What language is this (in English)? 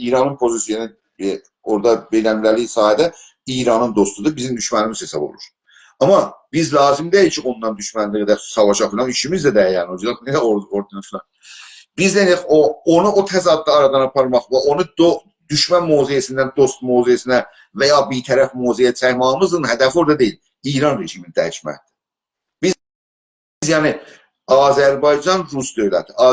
South Azerbaijani